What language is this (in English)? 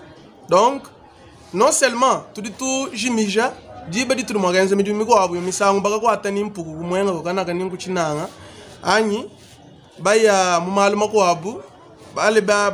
Luba-Lulua